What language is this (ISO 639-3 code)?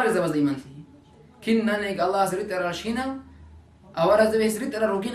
ava